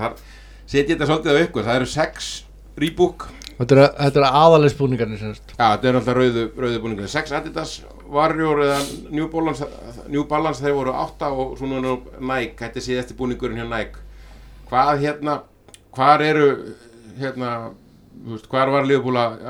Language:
Icelandic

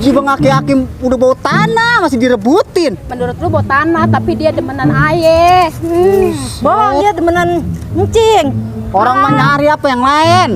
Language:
Betawi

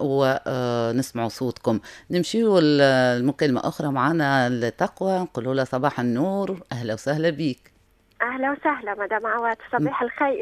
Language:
Tunisian Arabic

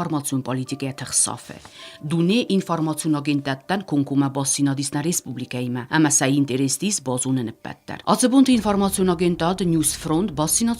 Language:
Ossetic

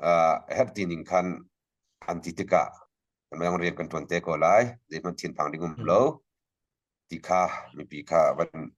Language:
Hakha Chin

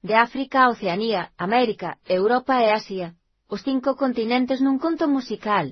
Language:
Galician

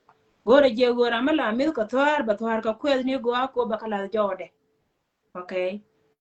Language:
Nuer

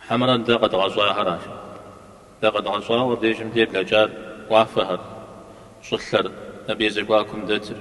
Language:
Kabardian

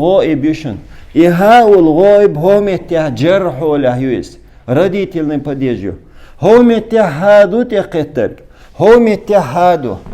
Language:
Chechen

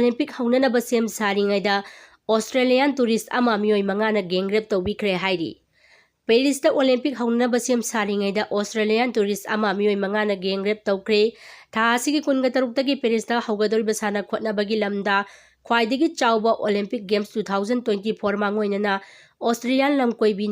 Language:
Manipuri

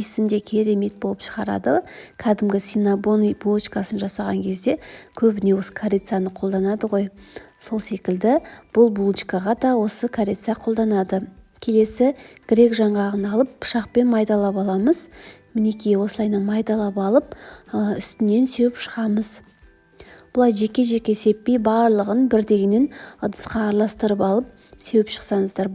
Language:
Kazakh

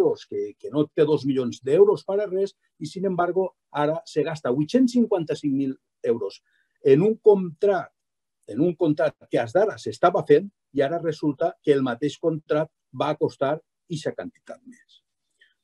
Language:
Catalan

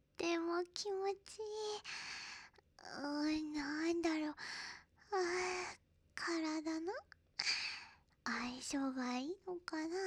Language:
Japanese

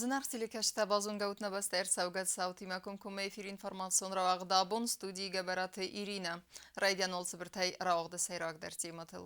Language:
Ossetic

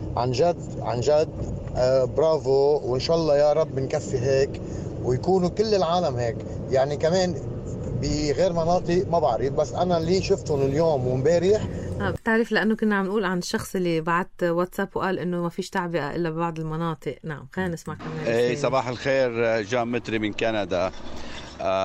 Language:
North Levantine Arabic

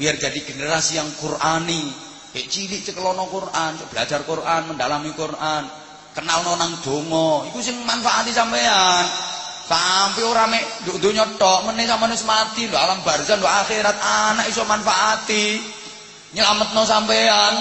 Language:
Javanese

